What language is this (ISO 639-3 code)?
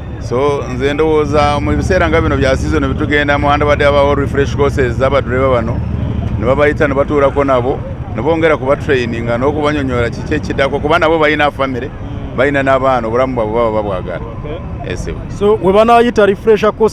lug